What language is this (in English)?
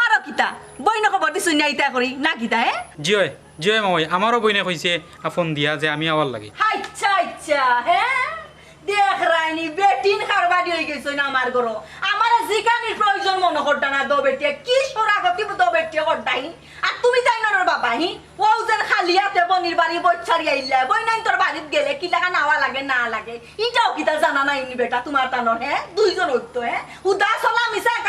Sylheti